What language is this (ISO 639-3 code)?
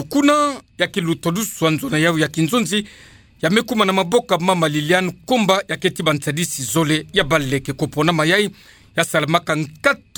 ktu